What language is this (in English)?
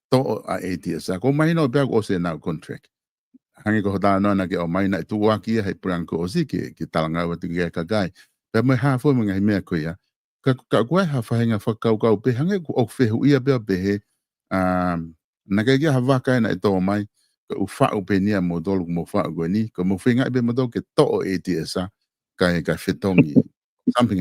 Tongan